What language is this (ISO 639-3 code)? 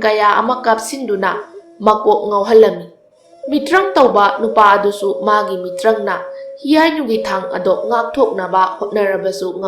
mni